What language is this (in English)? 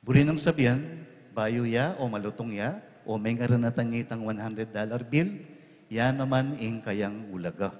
Pampanga